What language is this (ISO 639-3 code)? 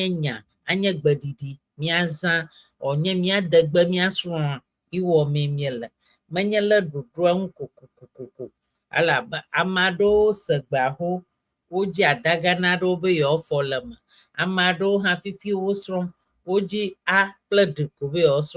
ewe